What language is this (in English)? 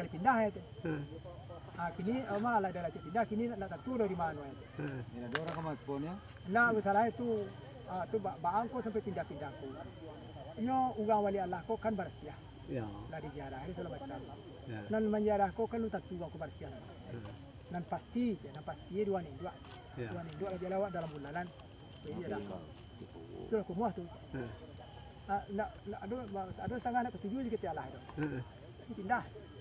Minangkabau